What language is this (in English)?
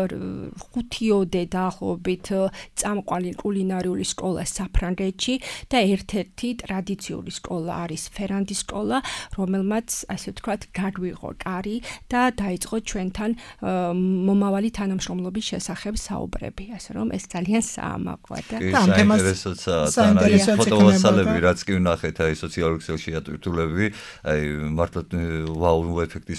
Georgian